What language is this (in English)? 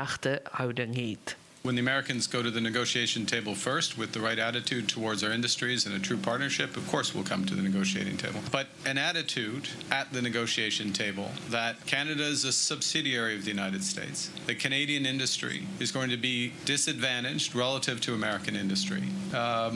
Afrikaans